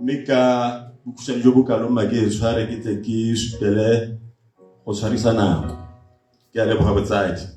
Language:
Tswana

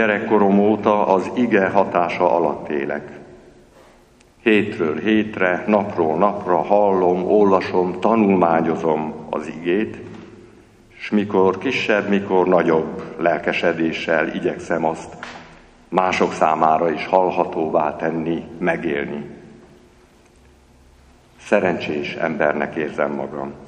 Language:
Hungarian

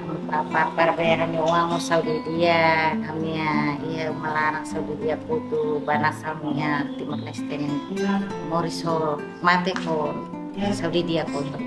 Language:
Tetum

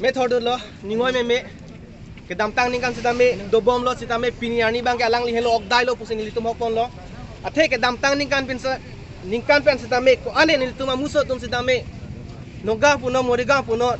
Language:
Karbi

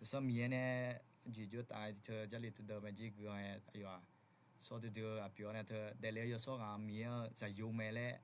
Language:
Akha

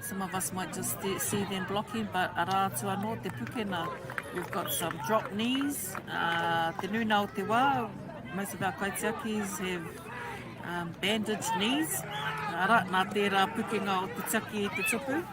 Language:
Māori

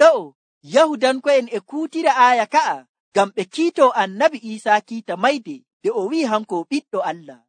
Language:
Nigerian Fulfulde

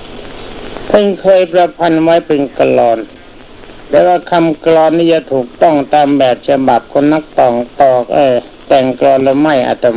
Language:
Thai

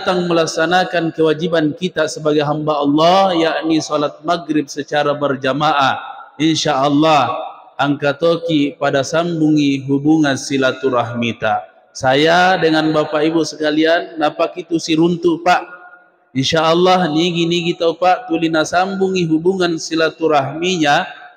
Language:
Buginese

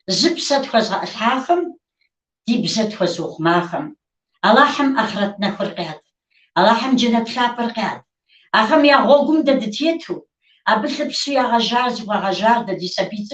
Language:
Kabardian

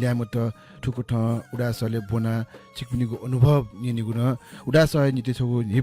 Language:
Newari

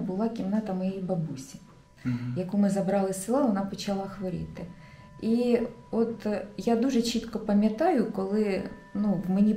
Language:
Ukrainian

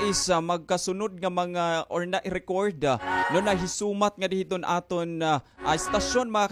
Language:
Waray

